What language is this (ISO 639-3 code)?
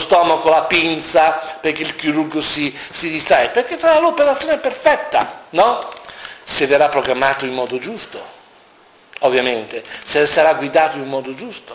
ita